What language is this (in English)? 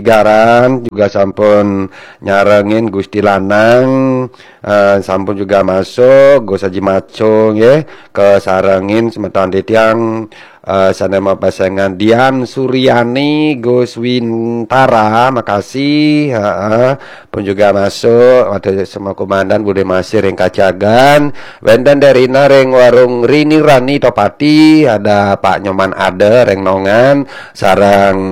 Balinese